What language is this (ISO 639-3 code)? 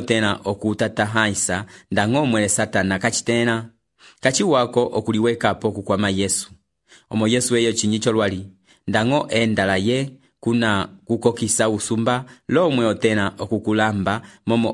umb